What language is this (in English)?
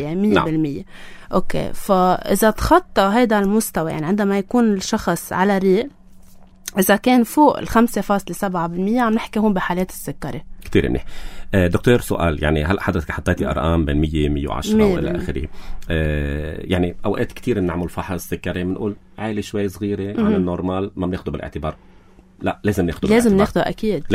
North Levantine Arabic